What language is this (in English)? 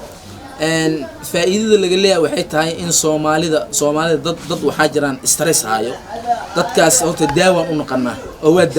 Somali